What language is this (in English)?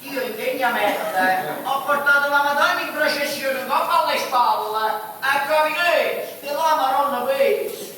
Neapolitan